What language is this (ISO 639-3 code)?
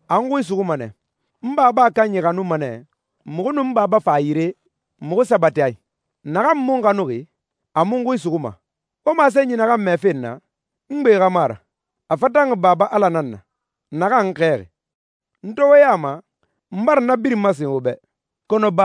sus